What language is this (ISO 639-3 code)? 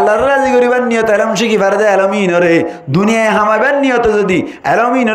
rhg